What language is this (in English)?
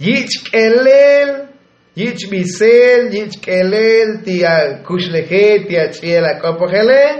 Tzotzil